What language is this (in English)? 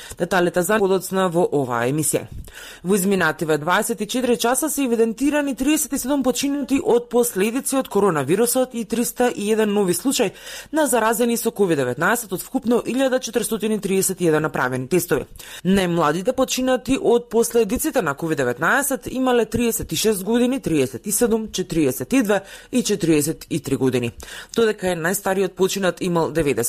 Macedonian